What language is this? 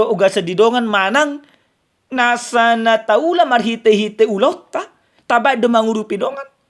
Batak Toba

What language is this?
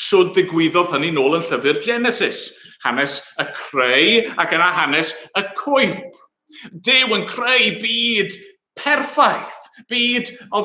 Welsh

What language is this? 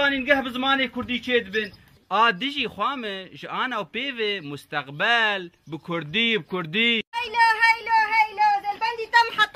Kurdish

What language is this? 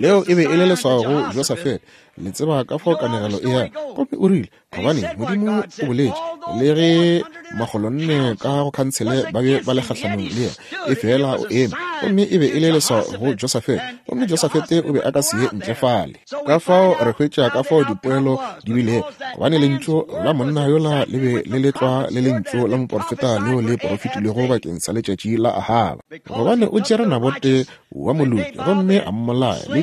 Northern Sotho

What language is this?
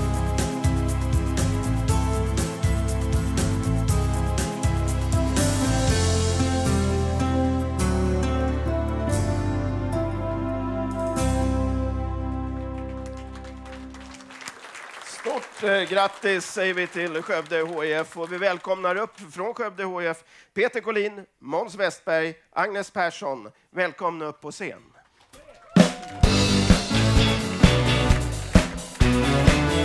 Swedish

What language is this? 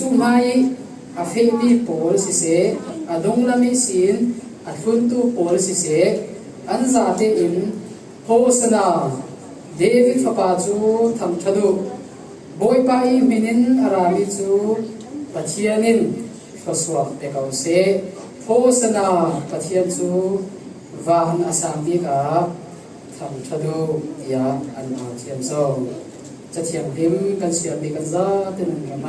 Falam Chin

